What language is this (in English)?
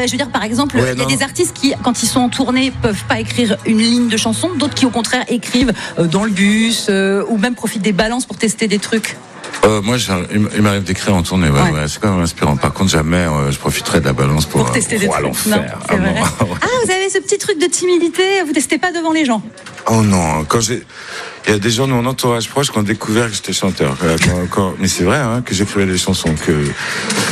French